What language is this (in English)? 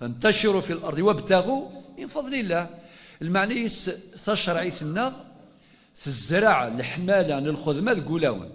Kabyle